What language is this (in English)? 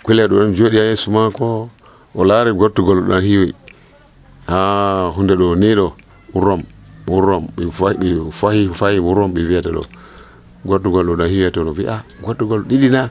Nigerian Fulfulde